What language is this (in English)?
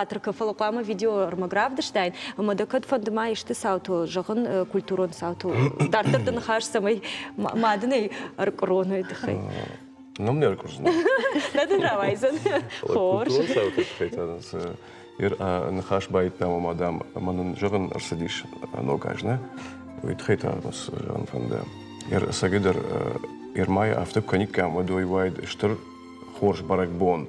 Ossetic